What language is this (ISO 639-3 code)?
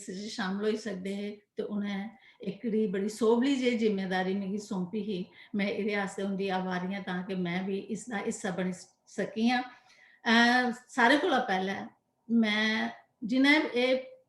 doi